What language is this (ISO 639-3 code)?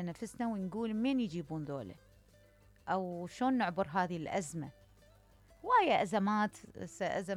acm